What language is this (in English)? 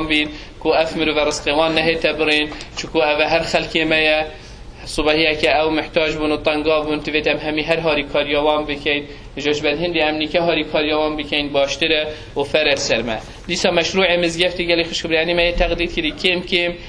Kurdish